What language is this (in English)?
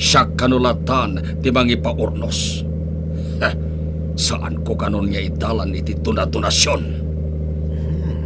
Iloko